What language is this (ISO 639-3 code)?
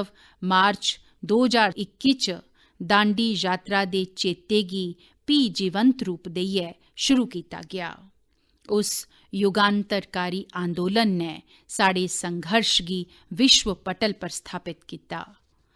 doi